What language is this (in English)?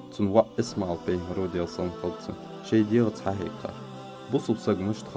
Ingush